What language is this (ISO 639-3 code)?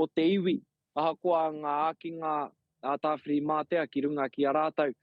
mri